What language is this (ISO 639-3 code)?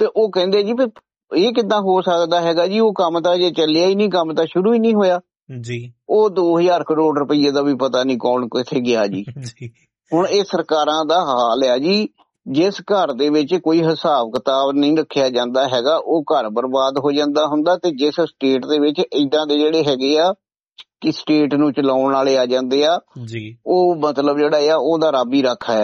pan